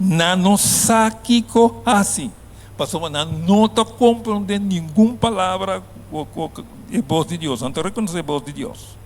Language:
Papiamento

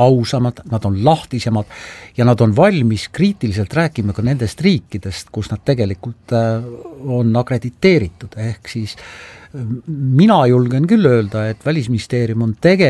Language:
Estonian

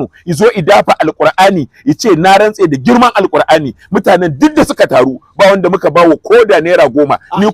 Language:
Hausa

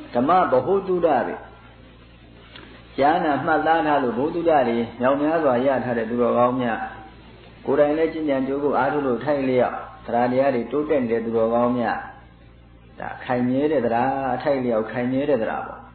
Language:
Burmese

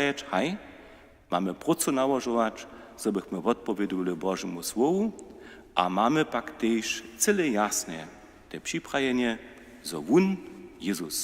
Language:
Upper Sorbian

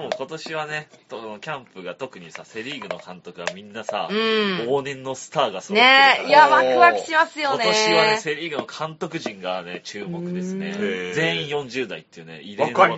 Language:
Japanese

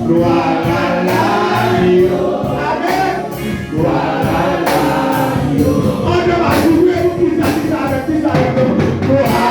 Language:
Haitian Creole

